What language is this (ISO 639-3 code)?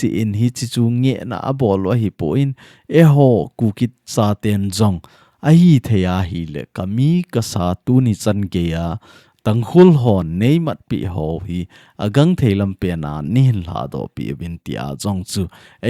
tcz